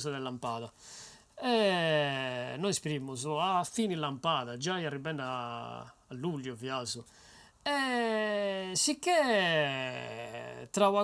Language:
Sardinian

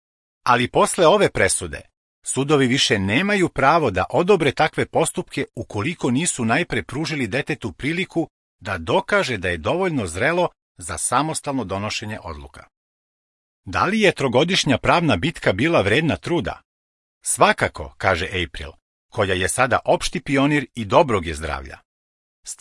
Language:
Serbian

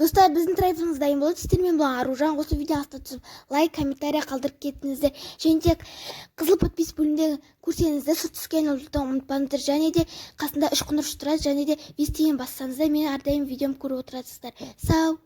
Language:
Kazakh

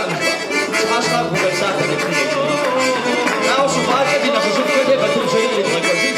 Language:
Kabardian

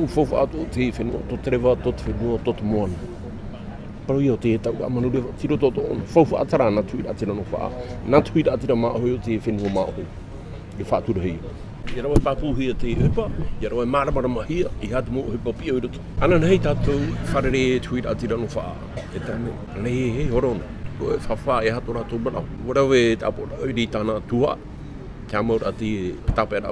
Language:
Tahitian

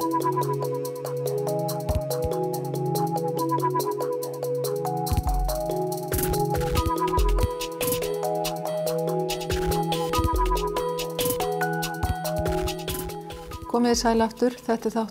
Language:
Icelandic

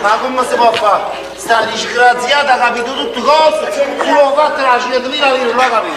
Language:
Neapolitan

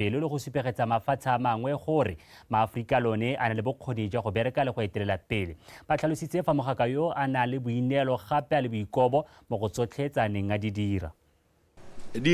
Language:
Tswana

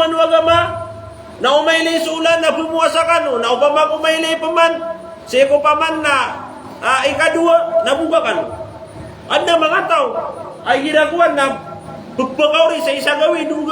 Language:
Maranao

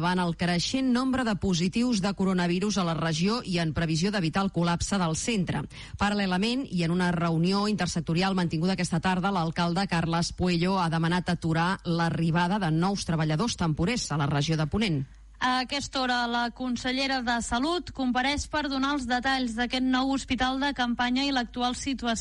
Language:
Catalan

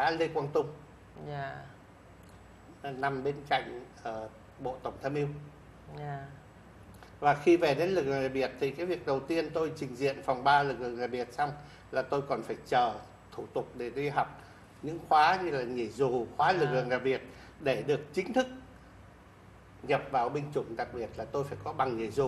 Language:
Vietnamese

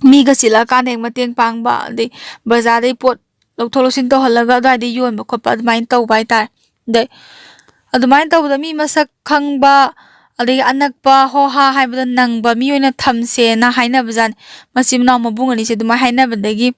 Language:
Manipuri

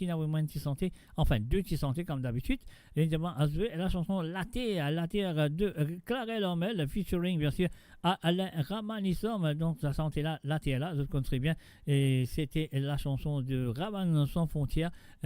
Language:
Morisyen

